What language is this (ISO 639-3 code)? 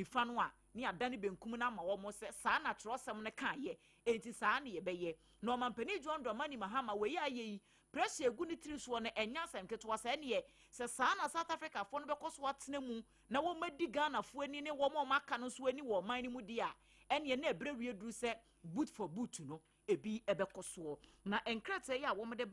aka